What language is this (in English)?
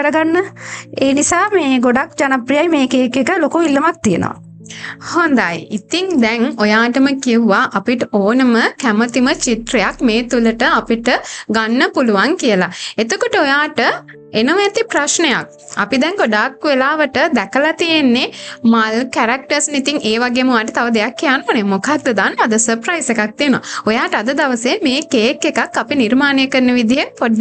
Sinhala